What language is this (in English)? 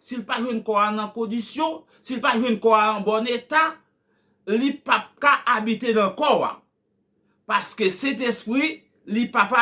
Haitian Creole